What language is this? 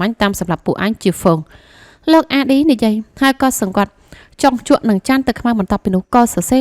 Khmer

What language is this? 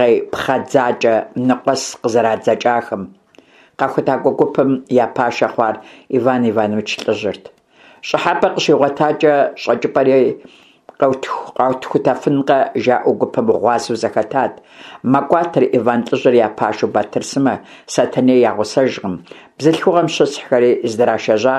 Kabardian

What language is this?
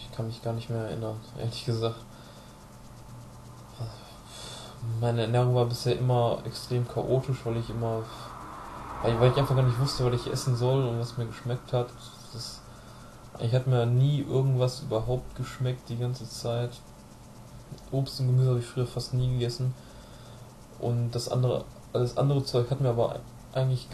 German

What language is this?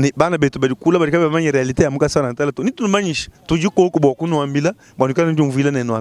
Luba-Lulua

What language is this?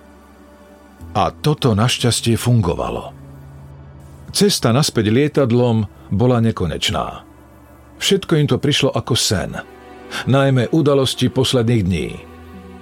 Slovak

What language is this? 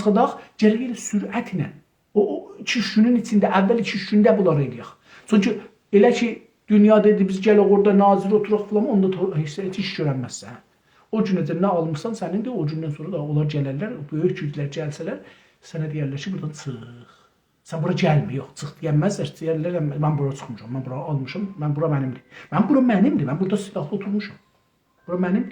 South Azerbaijani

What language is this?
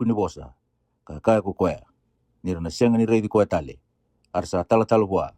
Fijian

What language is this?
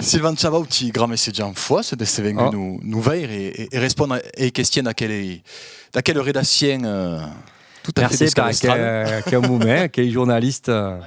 Occitan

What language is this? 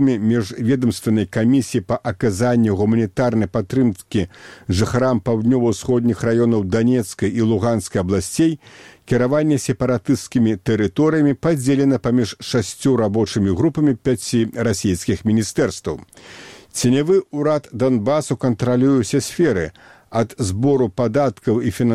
Belarusian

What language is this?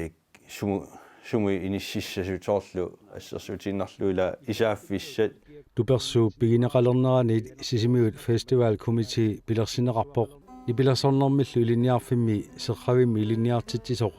Kalaallisut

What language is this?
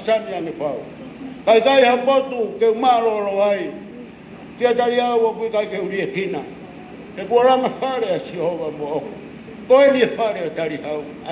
Tongan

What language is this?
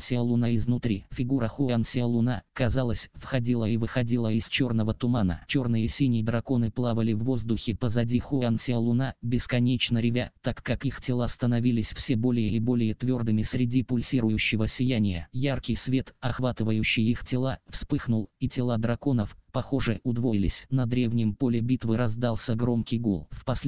Russian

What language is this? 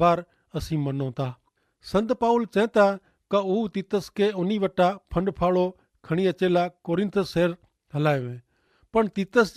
Kachhi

